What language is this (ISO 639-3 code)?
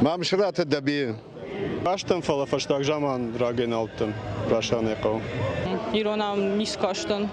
oss